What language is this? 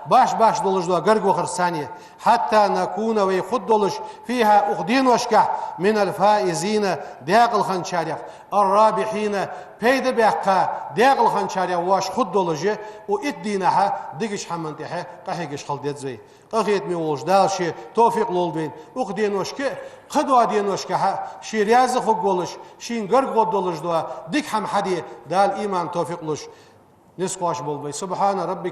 Ingush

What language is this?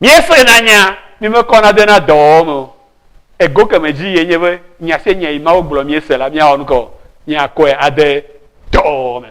Ewe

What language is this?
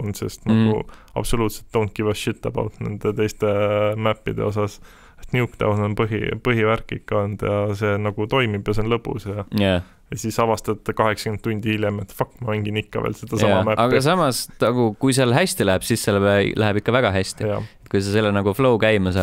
Estonian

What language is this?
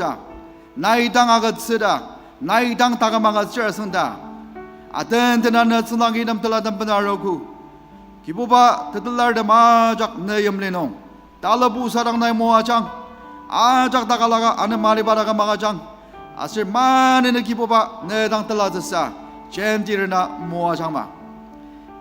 Ao Naga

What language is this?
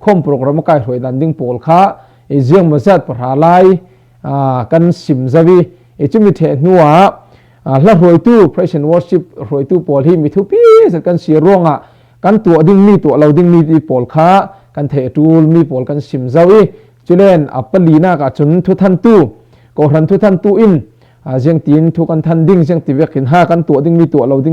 Falam Chin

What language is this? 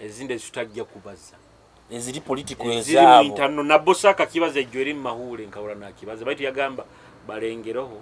Nyoro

